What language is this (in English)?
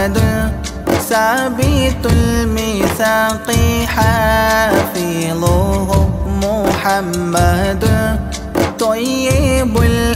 Malayalam